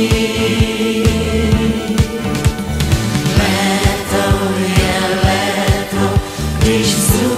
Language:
Czech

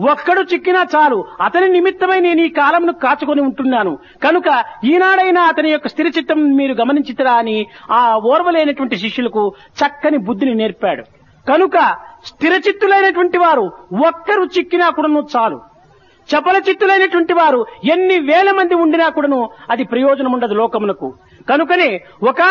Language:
Telugu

